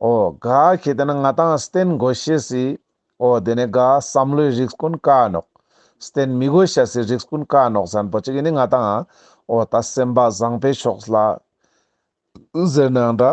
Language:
Ladakhi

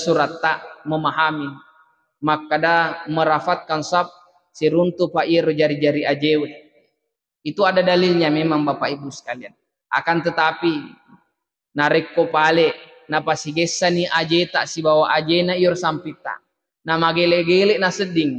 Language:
Buginese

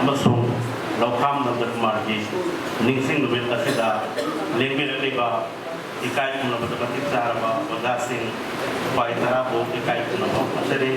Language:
Manipuri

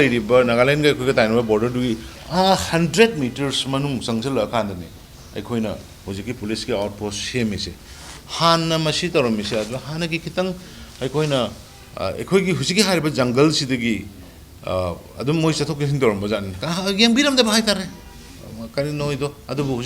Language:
Manipuri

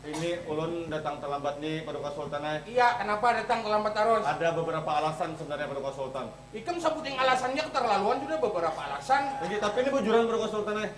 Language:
Banjar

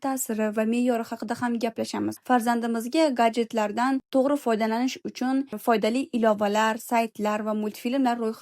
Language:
Uzbek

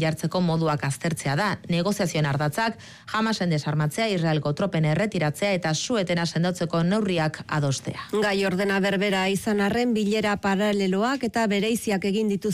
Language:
Basque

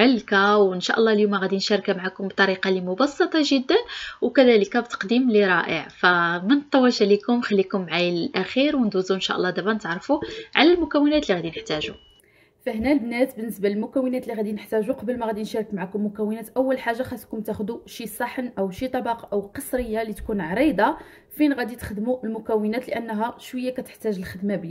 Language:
Moroccan Arabic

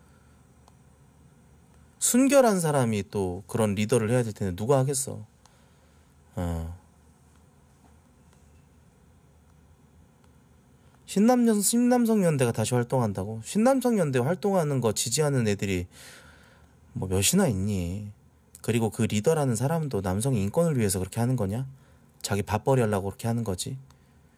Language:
Korean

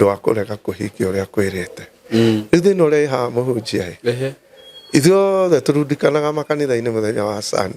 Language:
Kikuyu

